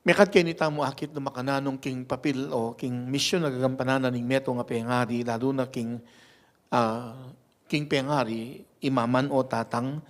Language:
Pampanga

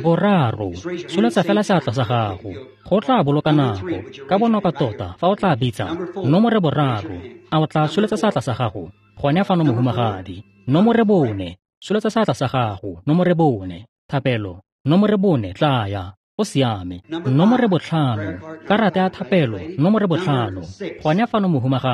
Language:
Tswana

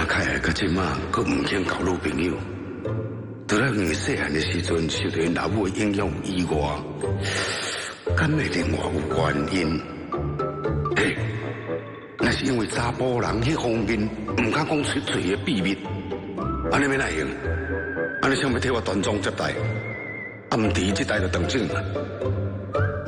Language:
Min Nan Chinese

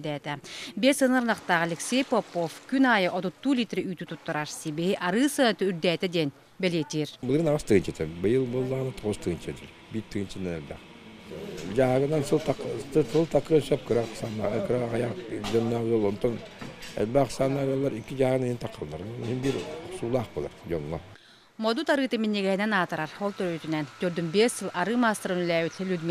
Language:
Yakut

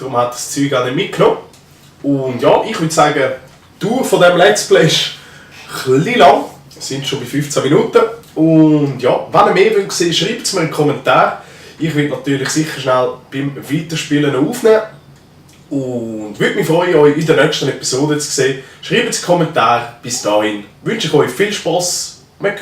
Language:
Swiss German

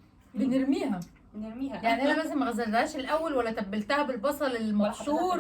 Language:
Egyptian Arabic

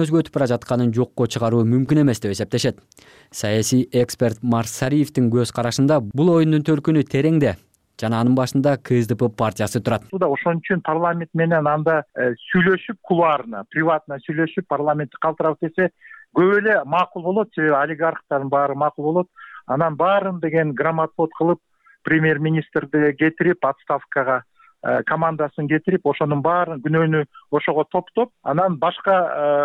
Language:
Kyrgyz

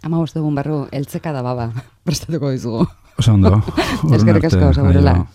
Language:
Basque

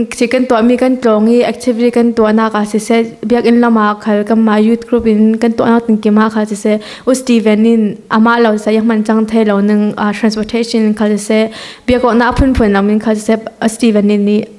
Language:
Falam Chin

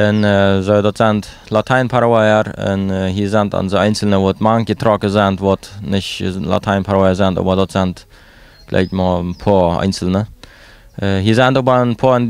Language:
Plautdietsch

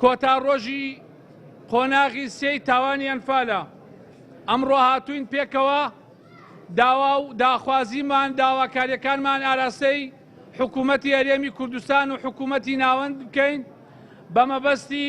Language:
Central Kurdish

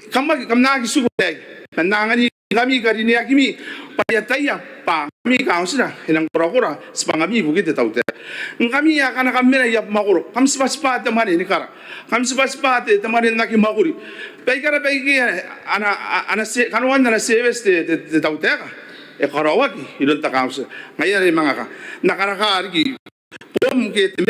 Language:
Gilbertese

